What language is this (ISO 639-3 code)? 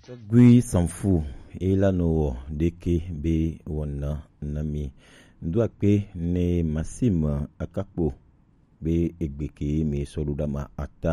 gej